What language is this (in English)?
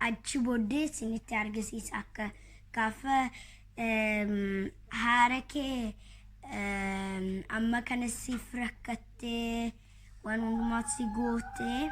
Oromo